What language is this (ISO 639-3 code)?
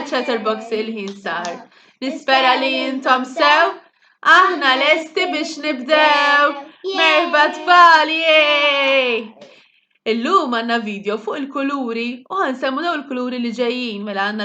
mlt